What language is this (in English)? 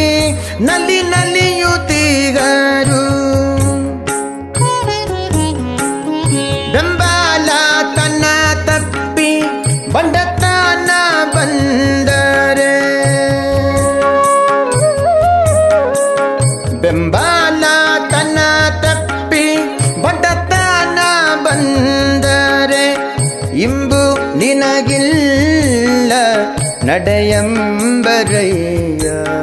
Kannada